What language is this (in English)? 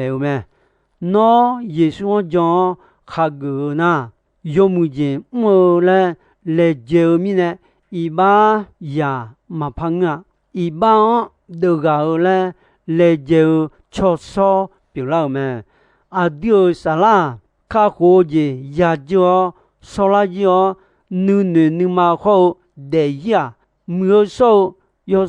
Akha